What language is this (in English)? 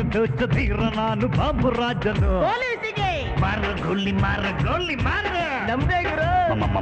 Kannada